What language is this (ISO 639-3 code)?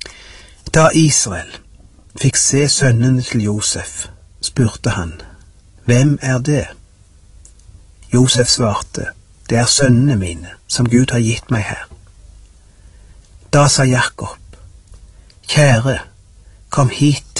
nor